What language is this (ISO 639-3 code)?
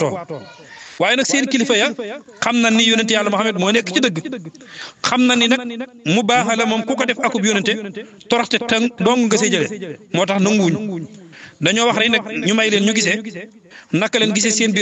wol